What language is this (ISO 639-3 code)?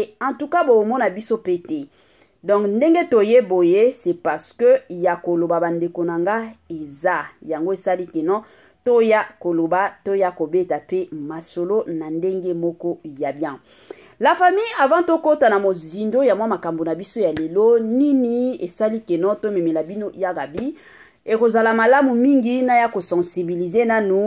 lin